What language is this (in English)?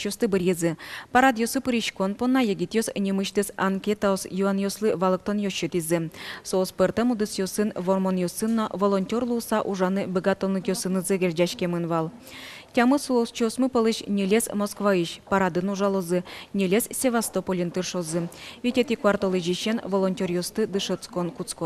Udmurt